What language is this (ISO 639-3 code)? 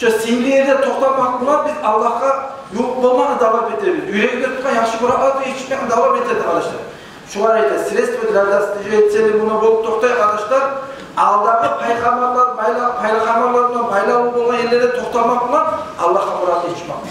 kum